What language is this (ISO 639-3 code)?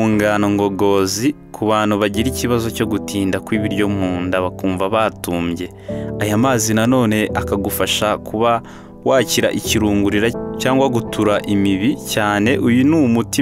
kin